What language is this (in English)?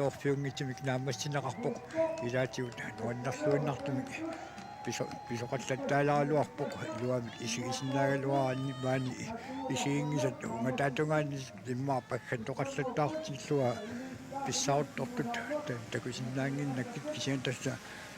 Kalaallisut